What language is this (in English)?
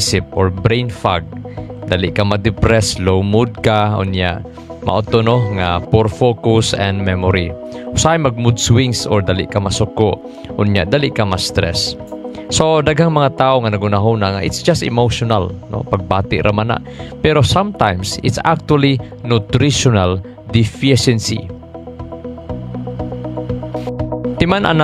Cebuano